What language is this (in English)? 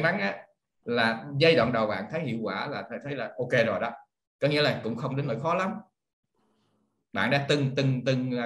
Vietnamese